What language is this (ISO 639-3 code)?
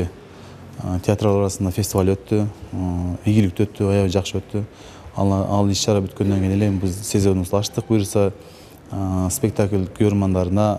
kir